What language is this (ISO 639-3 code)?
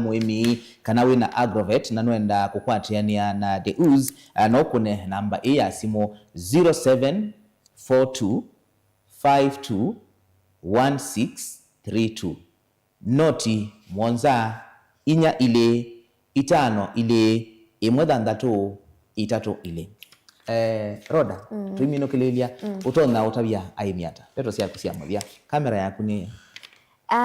kam